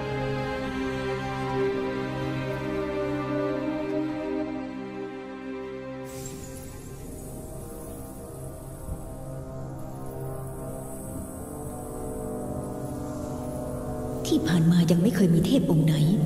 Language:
Thai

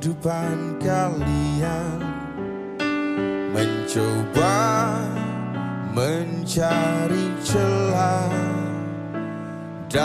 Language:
Indonesian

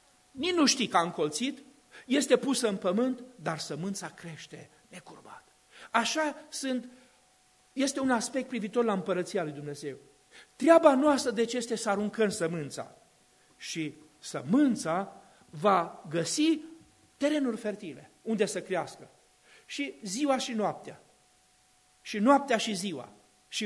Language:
Romanian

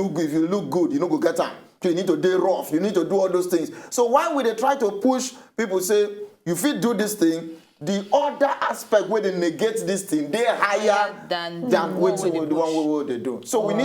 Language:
Nigerian Pidgin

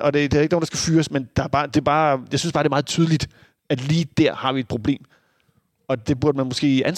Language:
Danish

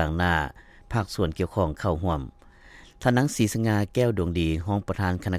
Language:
Lao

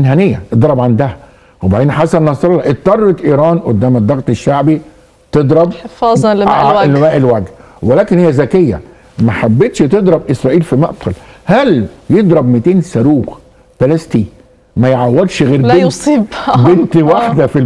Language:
Egyptian Arabic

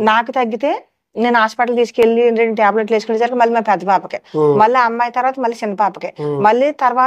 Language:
Telugu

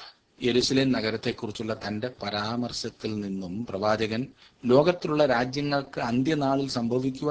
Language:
Malayalam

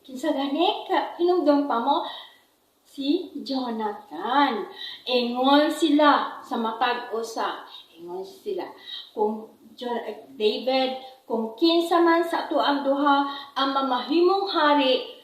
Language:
Cebuano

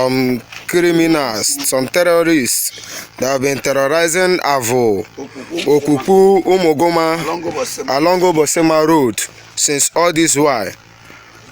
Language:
Igbo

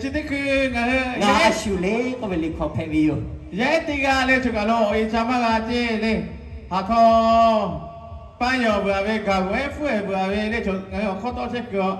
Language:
Lahu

